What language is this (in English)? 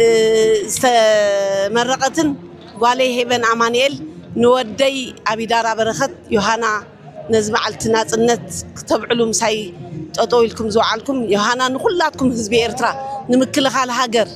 Tigrinya